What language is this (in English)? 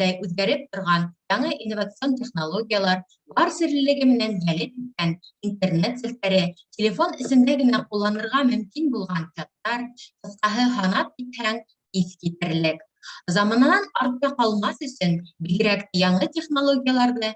Bashkir